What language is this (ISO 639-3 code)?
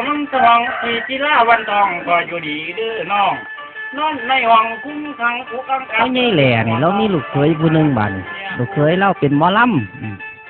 tts